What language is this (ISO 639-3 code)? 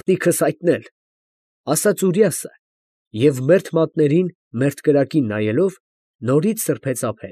hye